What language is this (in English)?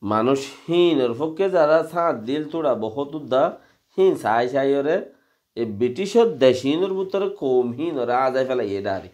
Rohingya